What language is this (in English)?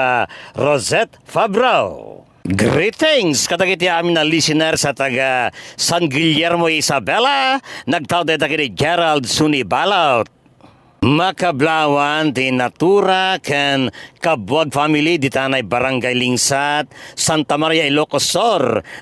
Iloko